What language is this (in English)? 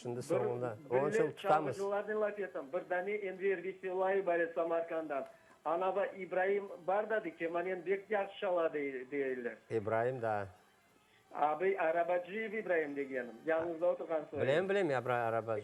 Crimean Tatar